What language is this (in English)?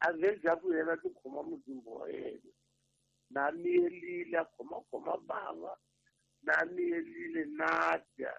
Tsonga